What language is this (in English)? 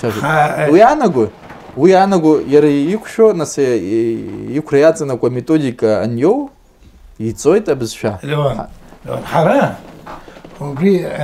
Abkhazian